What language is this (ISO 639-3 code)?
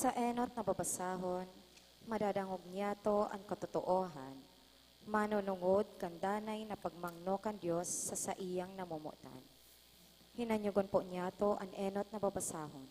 bik